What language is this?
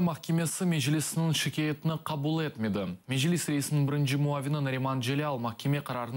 Crimean Tatar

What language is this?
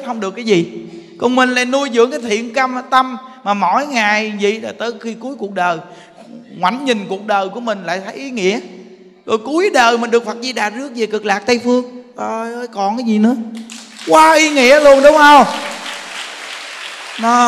Vietnamese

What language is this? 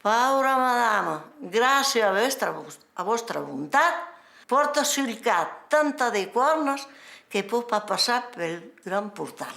Occitan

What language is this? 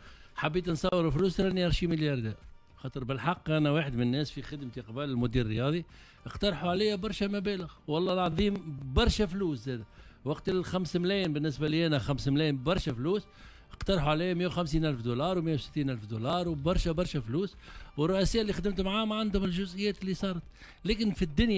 Tunisian Arabic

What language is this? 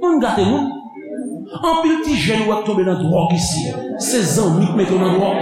Haitian Creole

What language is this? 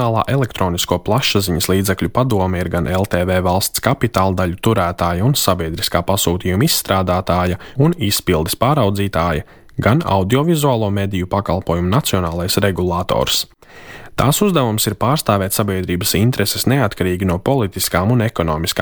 Latvian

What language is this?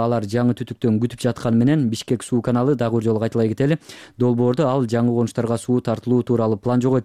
Kyrgyz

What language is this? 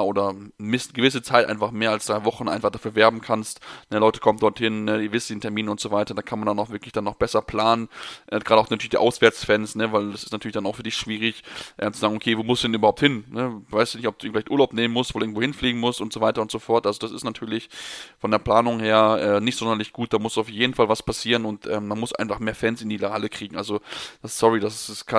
German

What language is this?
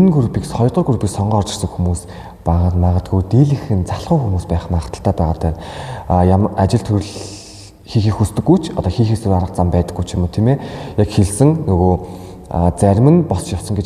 Mongolian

